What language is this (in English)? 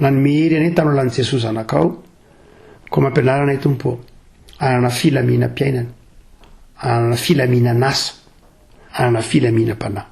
Malagasy